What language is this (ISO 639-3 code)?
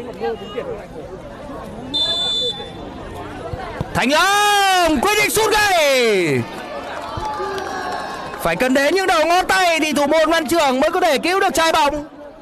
vie